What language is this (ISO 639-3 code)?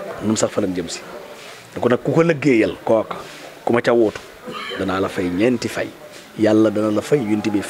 wol